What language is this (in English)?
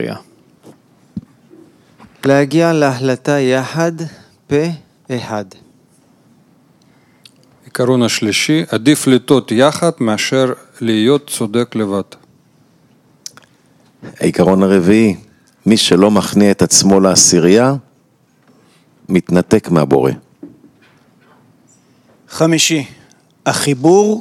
Hebrew